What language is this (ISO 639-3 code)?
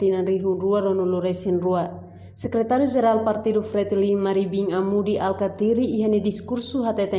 tet